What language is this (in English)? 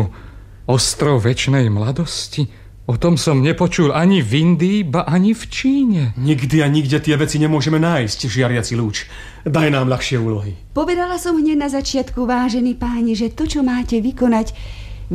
Slovak